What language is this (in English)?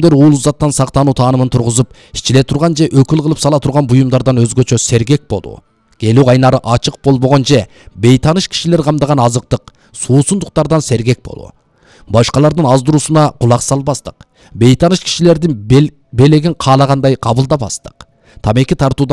Kyrgyz